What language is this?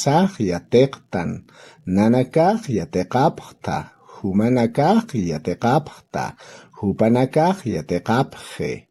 Aymara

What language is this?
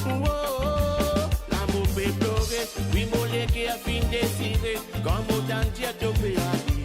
Morisyen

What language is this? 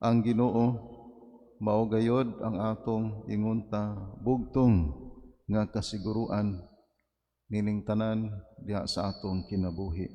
Cebuano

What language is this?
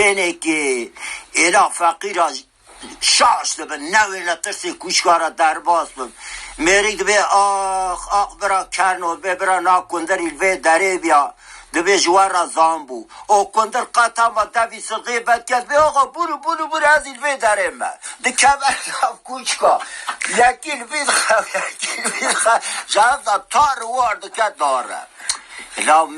Kurdish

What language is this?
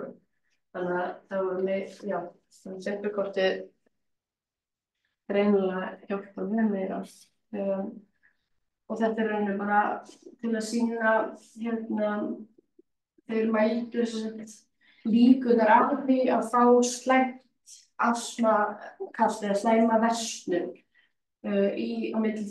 Icelandic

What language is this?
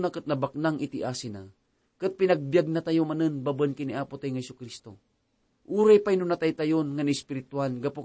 Iloko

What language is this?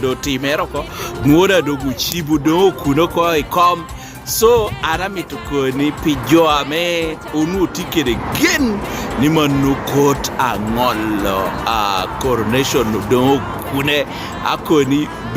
Lango (Uganda)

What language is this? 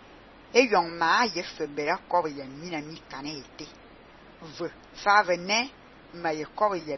Fang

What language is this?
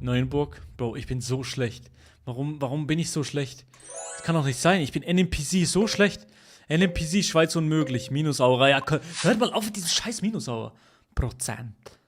Swiss German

